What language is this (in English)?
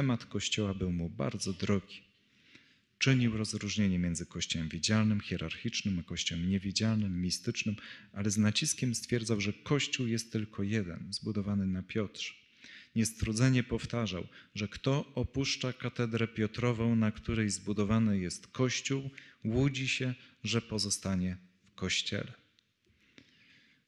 Polish